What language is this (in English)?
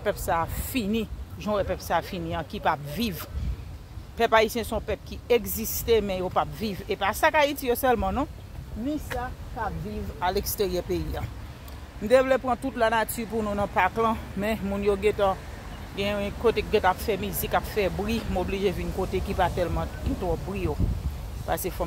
Haitian Creole